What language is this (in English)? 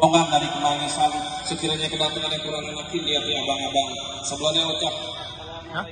Betawi